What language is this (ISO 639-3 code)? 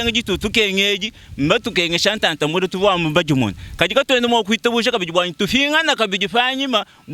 lua